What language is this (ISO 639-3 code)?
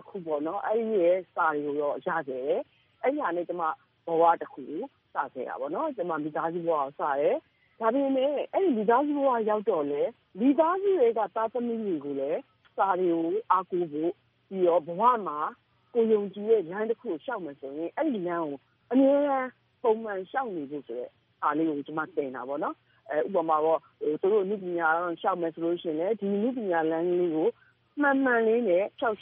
mya